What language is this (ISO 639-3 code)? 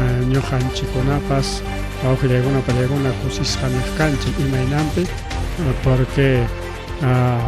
quy